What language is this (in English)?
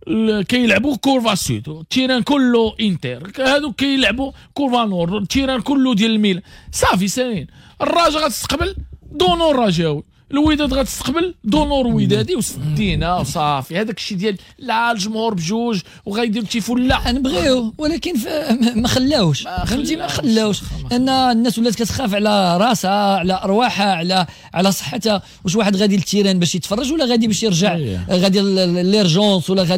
Moroccan Arabic